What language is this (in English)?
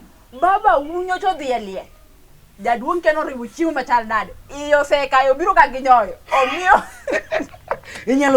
Luo (Kenya and Tanzania)